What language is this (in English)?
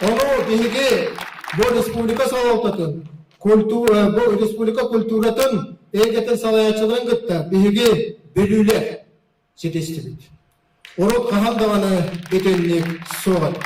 Yakut